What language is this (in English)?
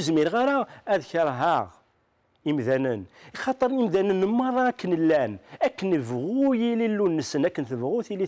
Kabyle